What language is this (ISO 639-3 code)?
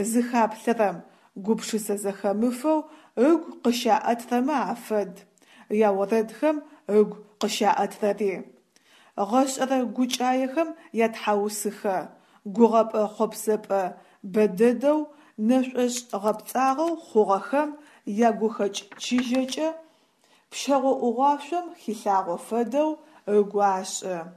ady